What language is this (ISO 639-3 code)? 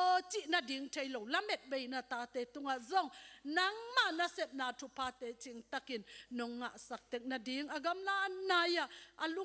ctd